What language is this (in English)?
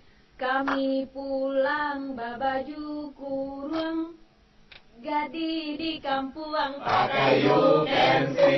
Minangkabau